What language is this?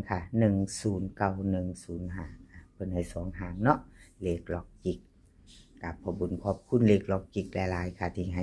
Lao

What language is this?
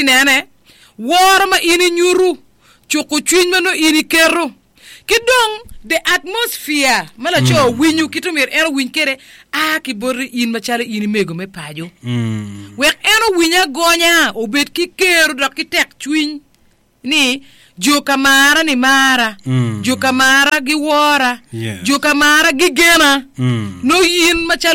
Acoli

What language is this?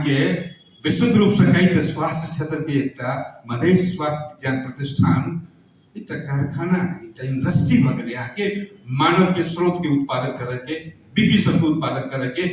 Maithili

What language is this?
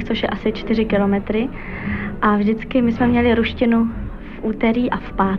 Czech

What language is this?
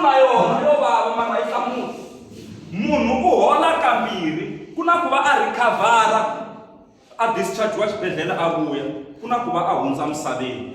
Tsonga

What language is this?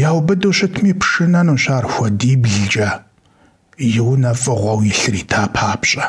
Kabardian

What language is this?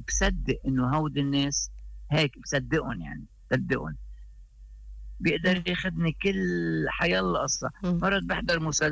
North Levantine Arabic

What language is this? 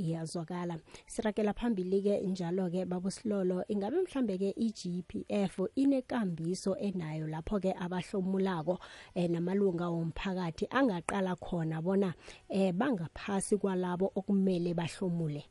South Ndebele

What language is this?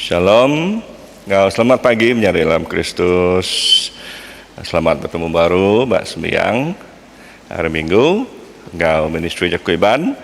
Iban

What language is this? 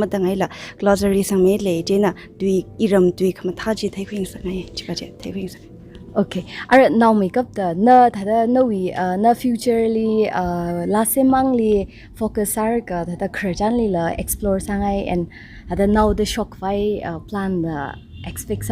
Tangkhul Naga (India)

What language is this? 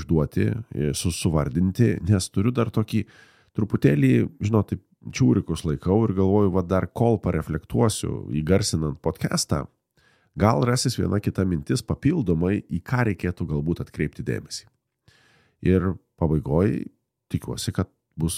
Lithuanian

